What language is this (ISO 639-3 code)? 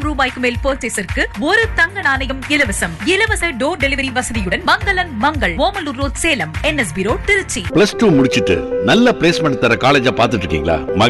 tam